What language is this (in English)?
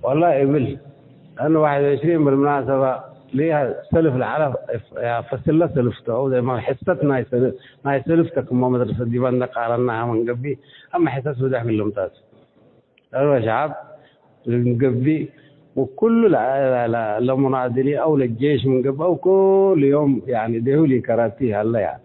Tigre